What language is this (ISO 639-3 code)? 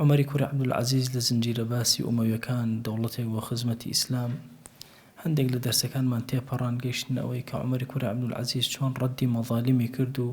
ckb